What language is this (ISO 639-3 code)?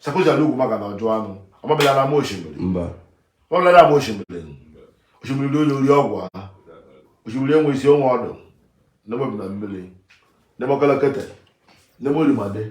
ibo